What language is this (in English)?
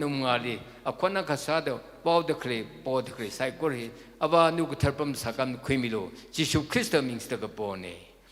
Tangkhul Naga (India)